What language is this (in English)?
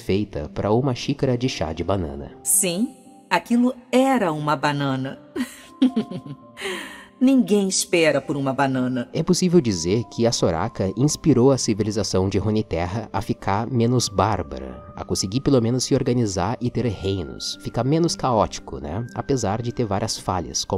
Portuguese